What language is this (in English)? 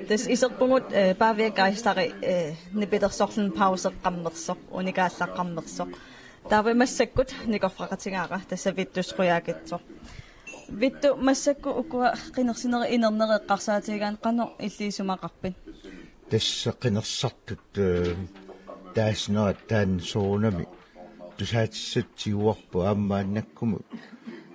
Kalaallisut